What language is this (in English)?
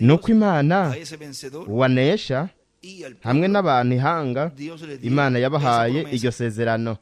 Rundi